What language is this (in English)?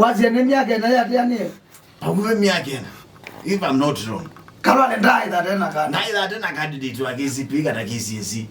Kamba